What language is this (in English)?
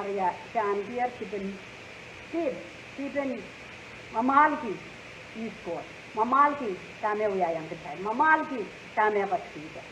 Pohnpeian